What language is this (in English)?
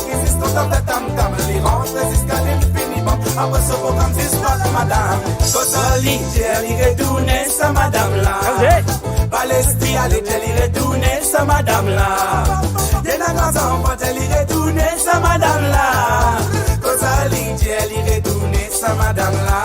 Morisyen